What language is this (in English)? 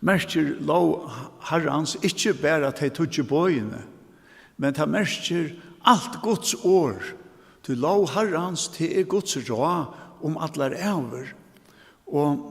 Faroese